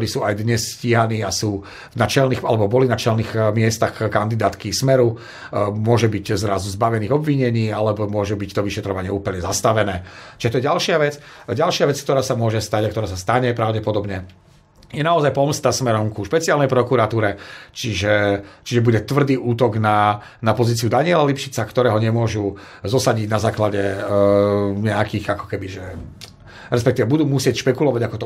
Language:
Slovak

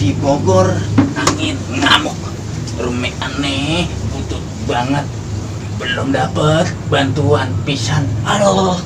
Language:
Betawi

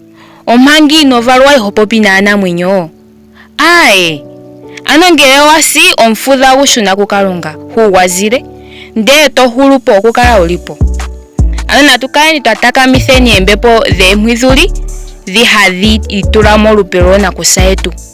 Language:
Ndonga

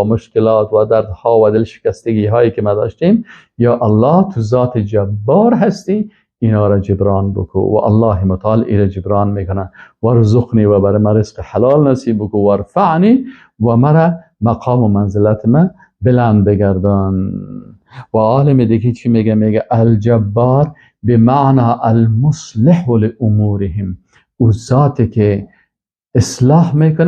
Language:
Persian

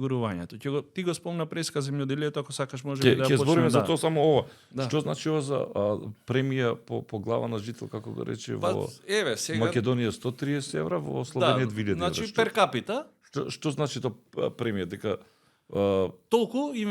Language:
Macedonian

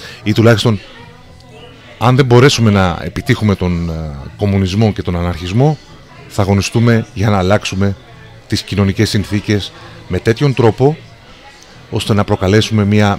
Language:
Greek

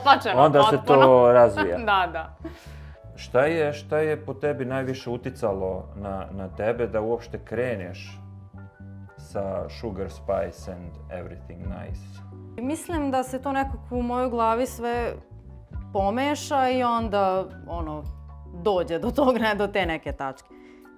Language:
Serbian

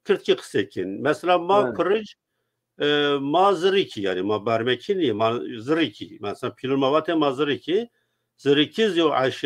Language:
Zaza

